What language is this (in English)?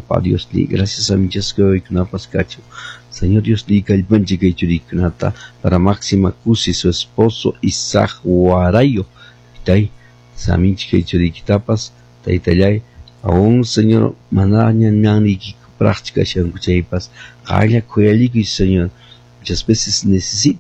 Quechua